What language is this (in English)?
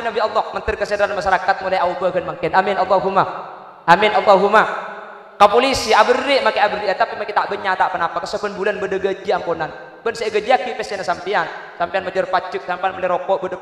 Madurese